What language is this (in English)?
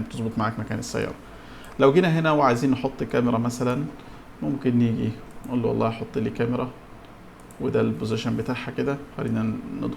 Egyptian Arabic